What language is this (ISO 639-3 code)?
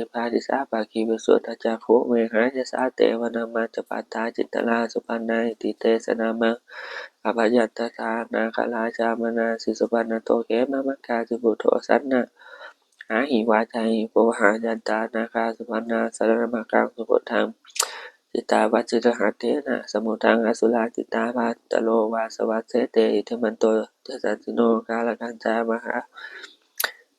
pli